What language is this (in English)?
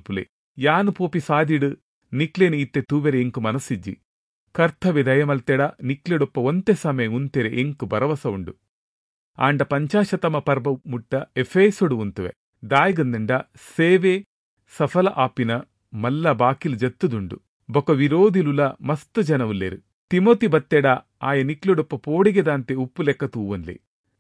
Tulu